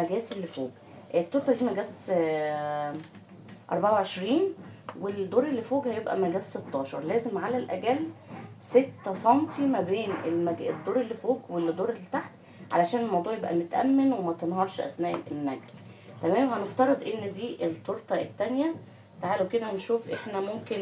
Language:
Egyptian Arabic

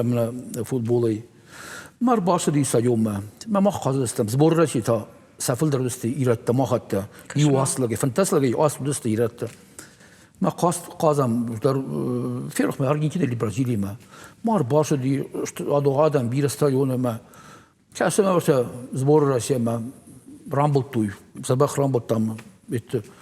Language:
Ossetic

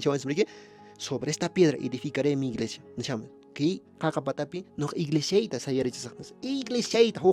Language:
Quechua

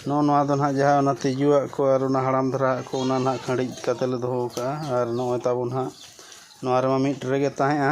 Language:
Santali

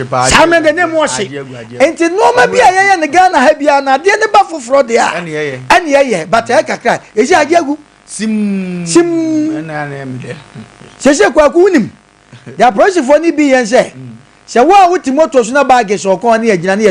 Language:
Akan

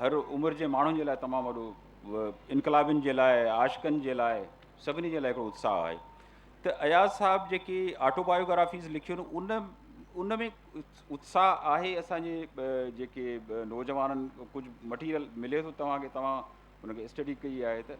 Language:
Sindhi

